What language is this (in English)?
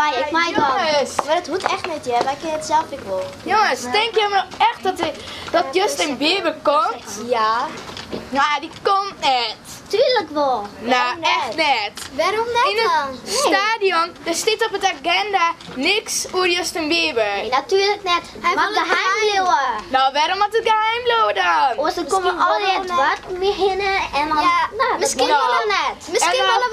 Western Frisian